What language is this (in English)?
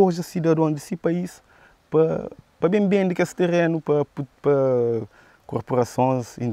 Kabuverdianu